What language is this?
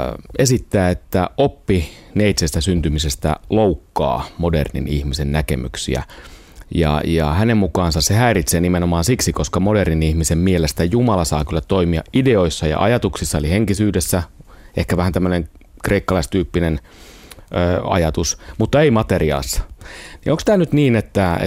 Finnish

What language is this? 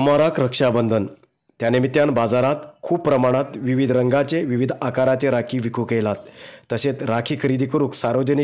Konkani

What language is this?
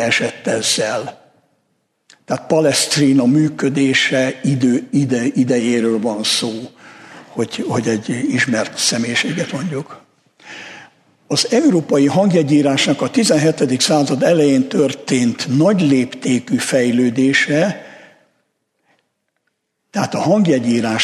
Hungarian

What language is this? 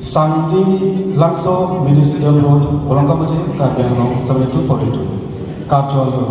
Karbi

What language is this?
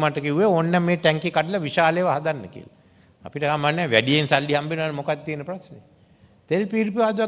Sinhala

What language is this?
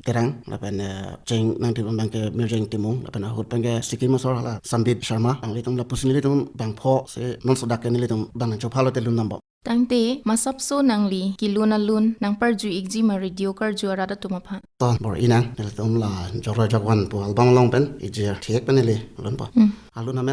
Karbi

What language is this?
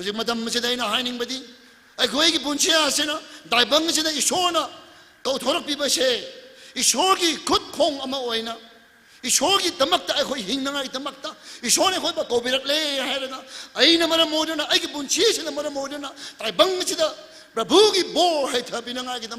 Tangkhul Naga (India)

